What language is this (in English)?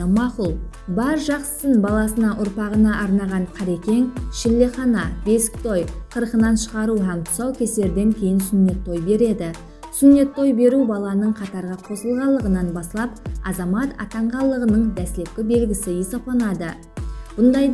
Kara-Kalpak